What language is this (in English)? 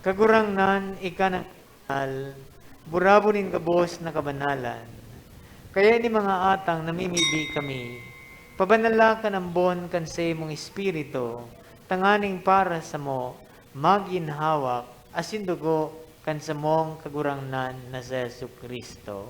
Bikol